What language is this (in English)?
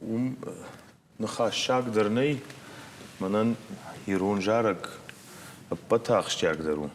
Ossetic